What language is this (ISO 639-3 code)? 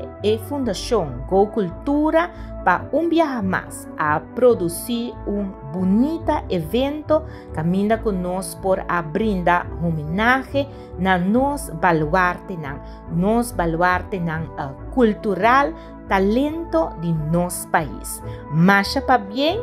pap